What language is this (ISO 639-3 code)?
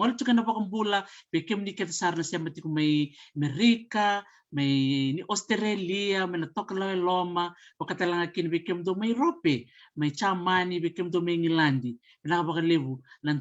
fij